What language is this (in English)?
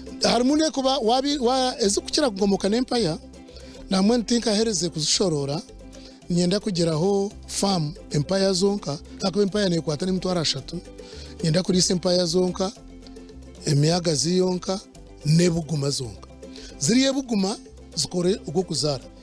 Nyankole